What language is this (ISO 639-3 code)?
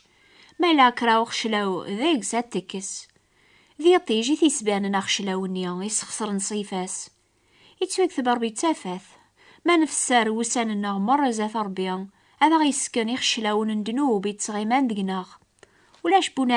kab